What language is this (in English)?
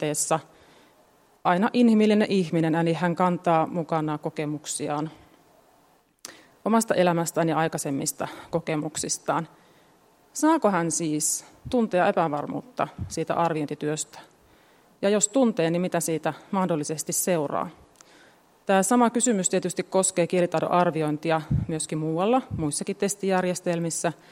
Finnish